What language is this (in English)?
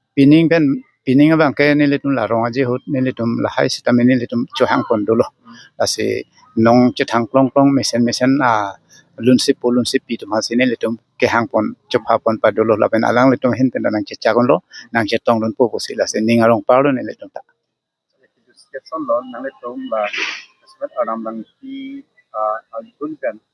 Karbi